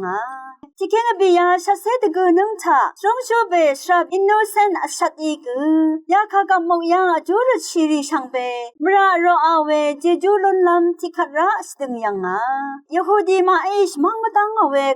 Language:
Rawang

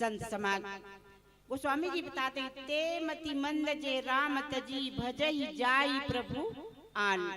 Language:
Chhattisgarhi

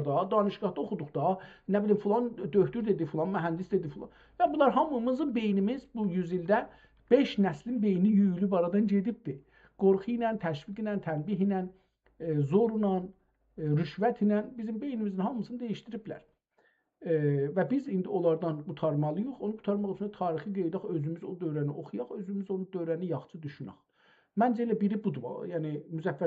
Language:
South Azerbaijani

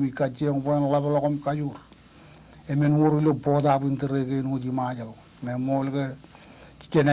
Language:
Marshallese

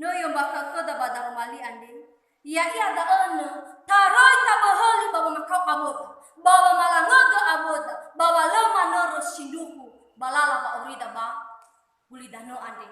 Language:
Nias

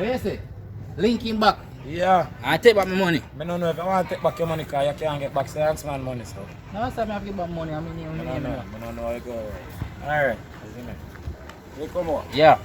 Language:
Jamaican Creole English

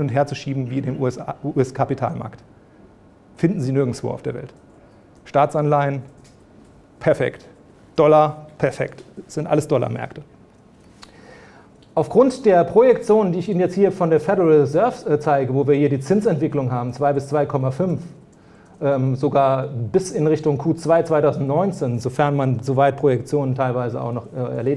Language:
German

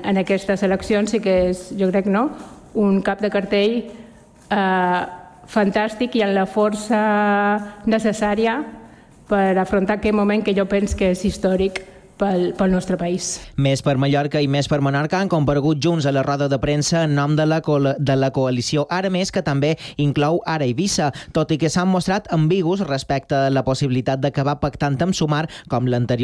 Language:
Catalan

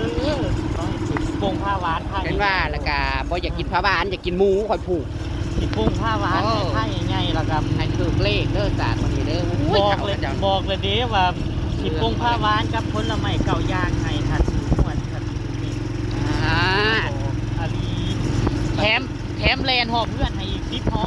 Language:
Northeastern Thai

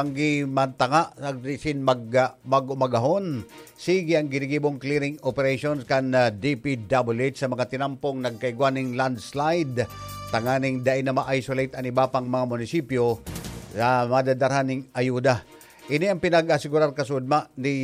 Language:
Bikol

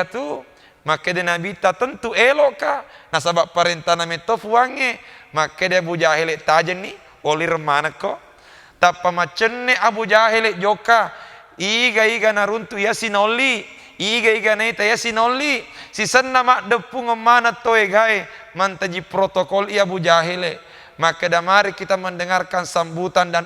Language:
Buginese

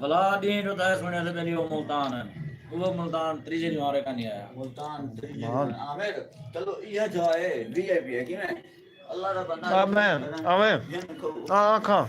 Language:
Saraiki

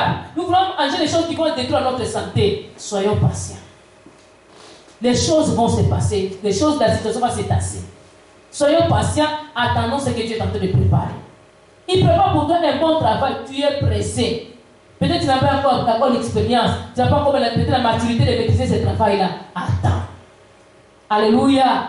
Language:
French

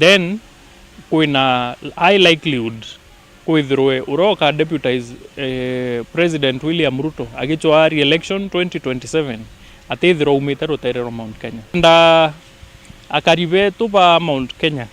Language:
Meru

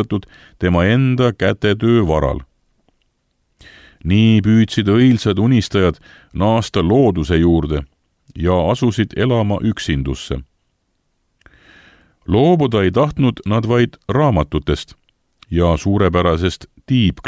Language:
Estonian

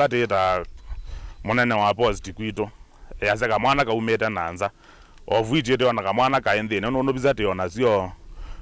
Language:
Kamba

